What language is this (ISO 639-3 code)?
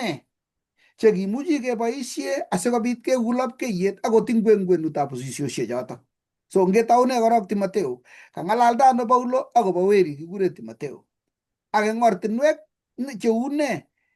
kln